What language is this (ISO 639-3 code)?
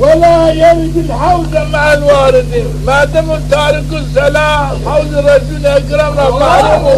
zza